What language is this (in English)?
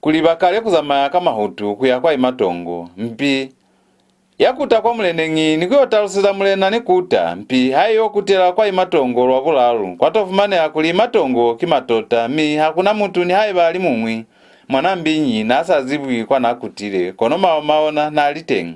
Lozi